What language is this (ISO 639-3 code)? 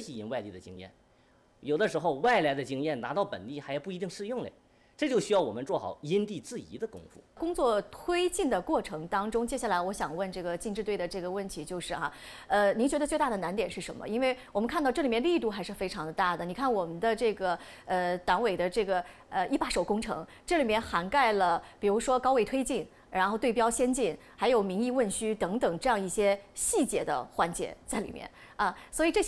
zho